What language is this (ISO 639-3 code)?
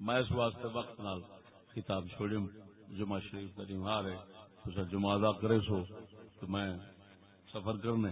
skr